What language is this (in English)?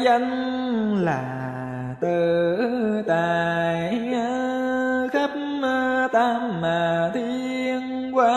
Vietnamese